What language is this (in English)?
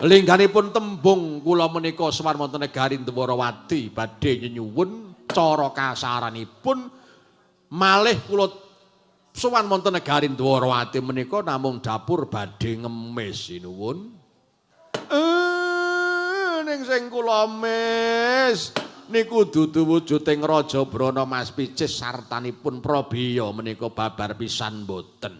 Javanese